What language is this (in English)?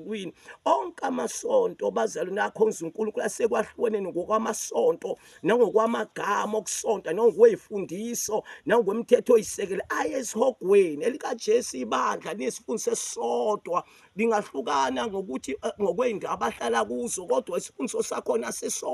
Zulu